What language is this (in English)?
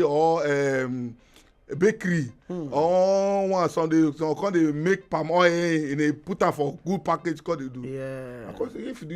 Nigerian Pidgin